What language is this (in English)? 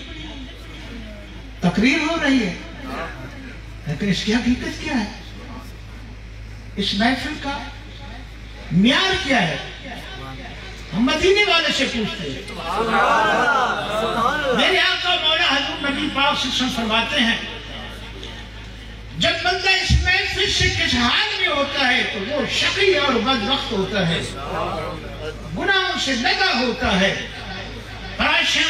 Urdu